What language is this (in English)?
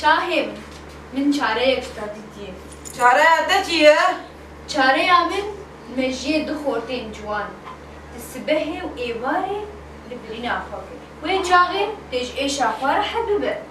Kurdish